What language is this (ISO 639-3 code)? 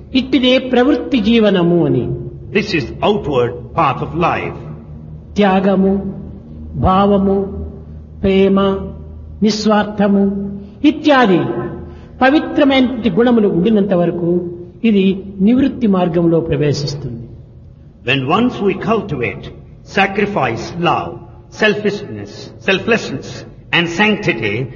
tel